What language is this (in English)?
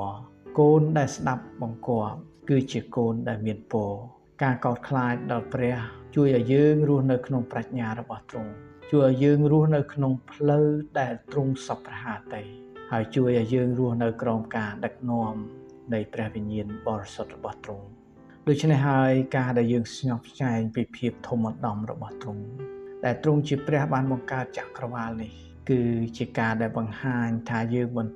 Khmer